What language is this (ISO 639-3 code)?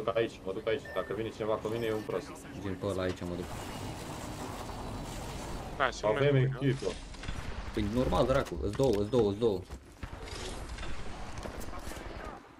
ron